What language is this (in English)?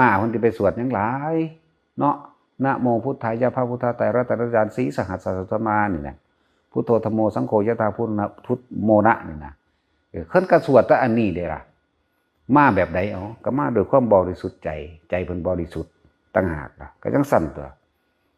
Northeastern Thai